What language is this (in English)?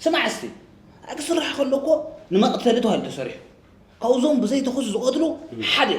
Tigrinya